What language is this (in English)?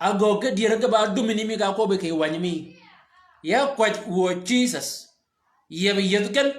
Shilluk